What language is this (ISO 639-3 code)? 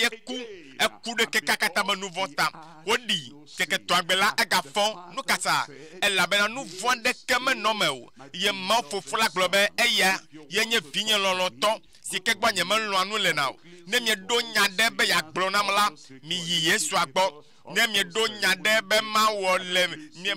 ewe